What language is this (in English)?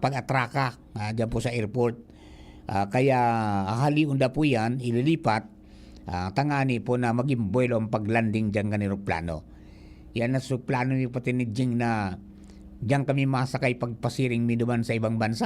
Bikol